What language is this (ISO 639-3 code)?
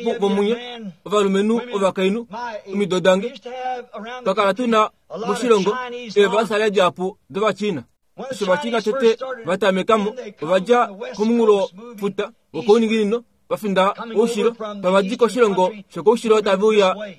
kua